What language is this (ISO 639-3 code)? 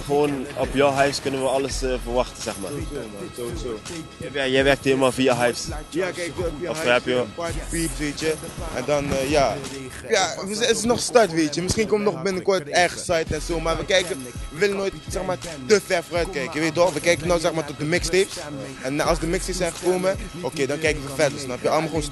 nld